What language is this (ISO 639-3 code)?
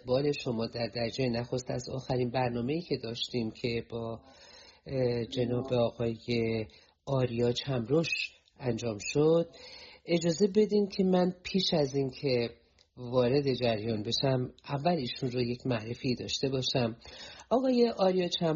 fas